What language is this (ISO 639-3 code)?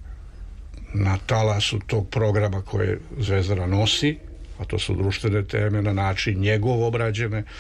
srp